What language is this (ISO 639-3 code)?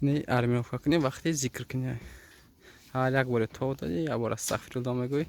tgk